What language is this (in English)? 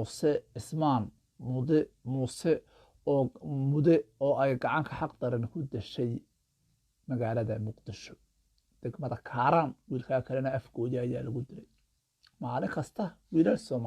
Somali